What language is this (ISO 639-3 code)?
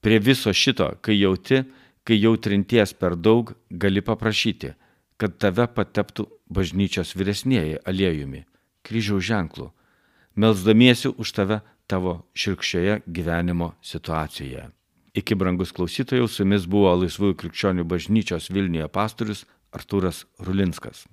lit